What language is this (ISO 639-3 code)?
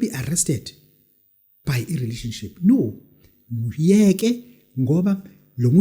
zul